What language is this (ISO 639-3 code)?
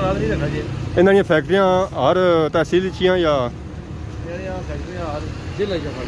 phr